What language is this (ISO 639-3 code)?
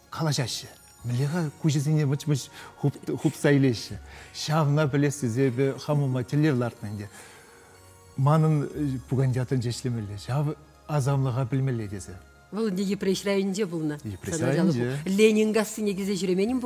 chv